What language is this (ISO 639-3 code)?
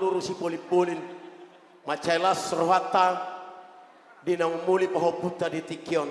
bbc